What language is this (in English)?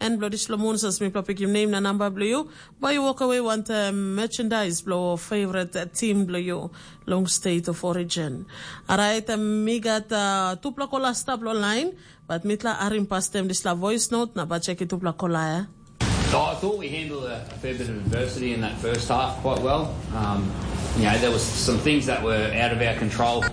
Tok Pisin